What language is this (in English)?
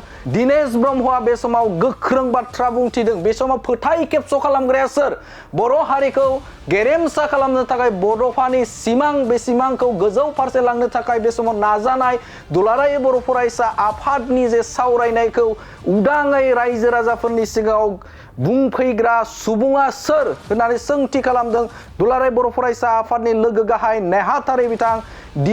Bodo